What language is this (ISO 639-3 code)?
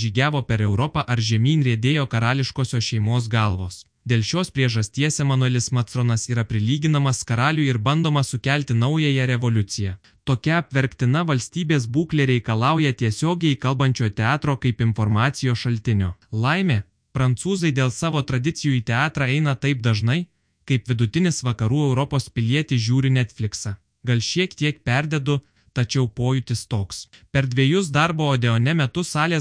lit